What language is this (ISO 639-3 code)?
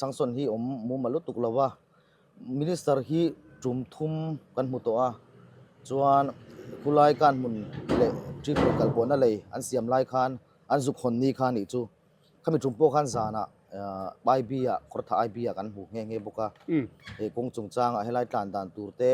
lus